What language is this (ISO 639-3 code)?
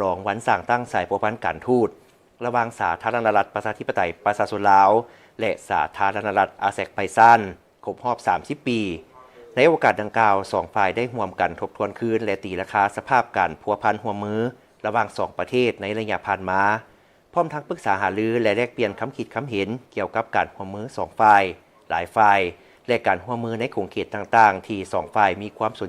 lao